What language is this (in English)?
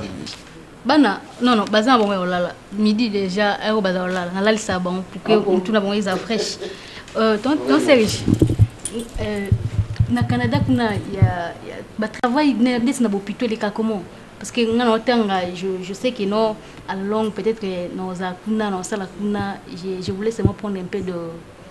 Lingala